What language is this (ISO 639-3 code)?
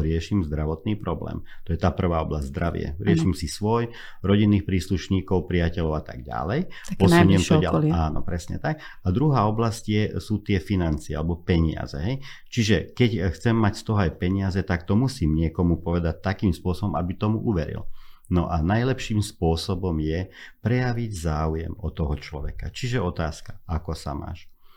slk